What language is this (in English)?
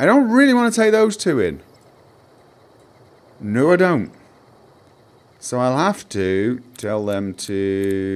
English